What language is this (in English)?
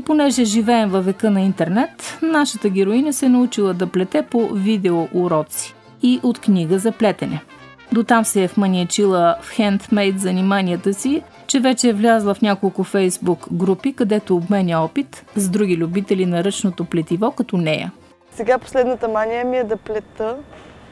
Bulgarian